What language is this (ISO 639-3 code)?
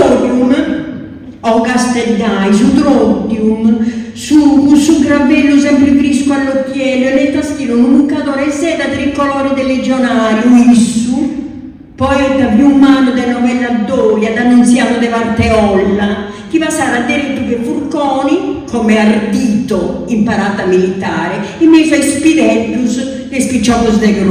srd